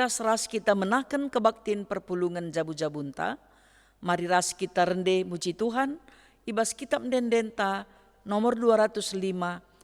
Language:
Batak Karo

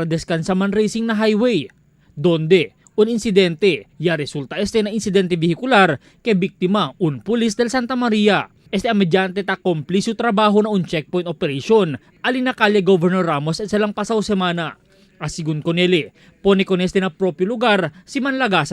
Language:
Chavacano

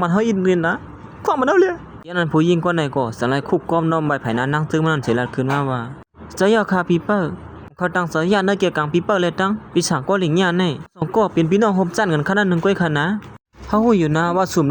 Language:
Shan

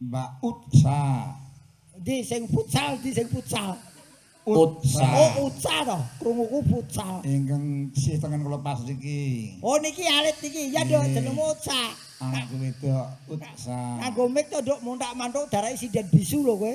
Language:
Javanese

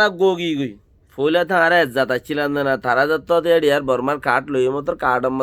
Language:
Rohingya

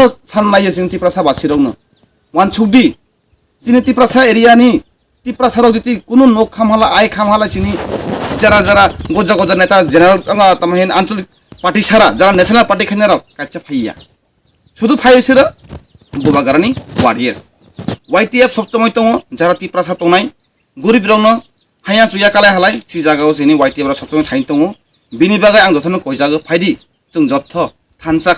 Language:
Kok Borok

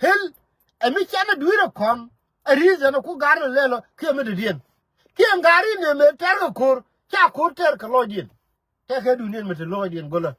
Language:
Nuer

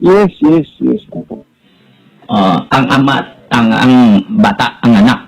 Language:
Hiligaynon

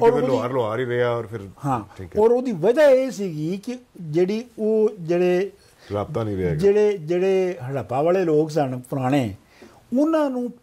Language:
Punjabi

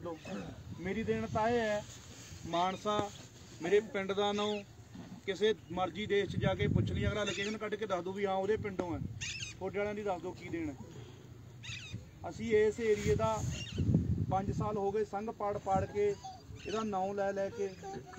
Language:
Punjabi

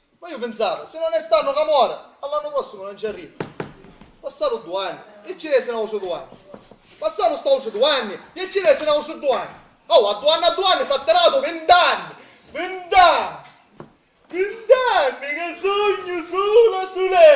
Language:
Sicilian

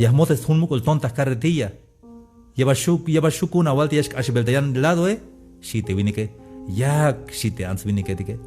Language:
Tzeltal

